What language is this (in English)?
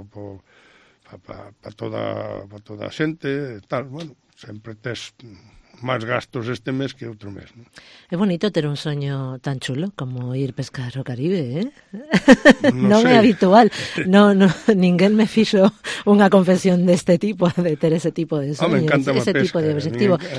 Galician